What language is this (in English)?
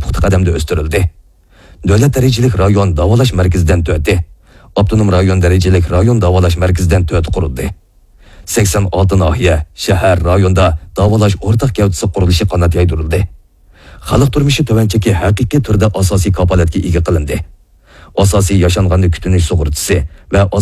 Uyghur